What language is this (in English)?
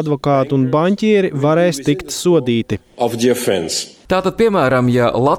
Latvian